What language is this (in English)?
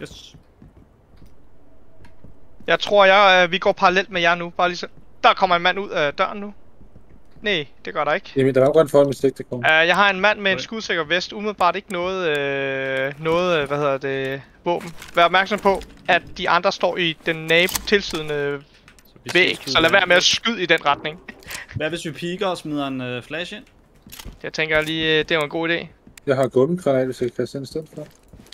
Danish